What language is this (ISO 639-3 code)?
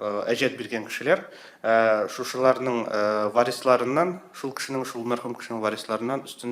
tat